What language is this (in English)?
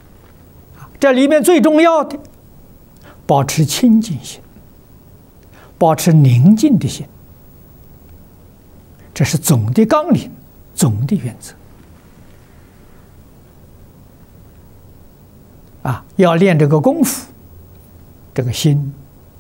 Chinese